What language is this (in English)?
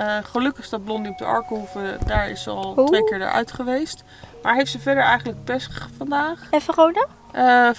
Dutch